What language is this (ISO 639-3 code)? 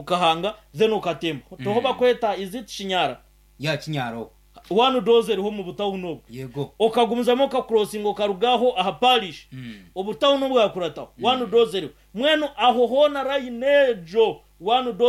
nyn